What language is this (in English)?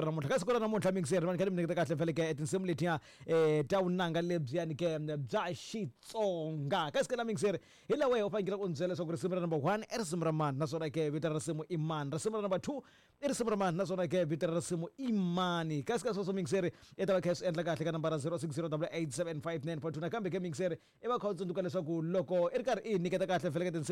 Tsonga